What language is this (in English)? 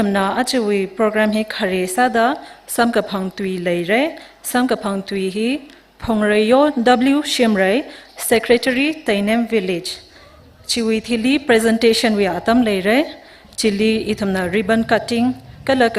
Tangkhul Naga (India)